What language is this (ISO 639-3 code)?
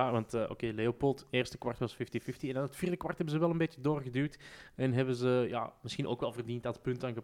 nld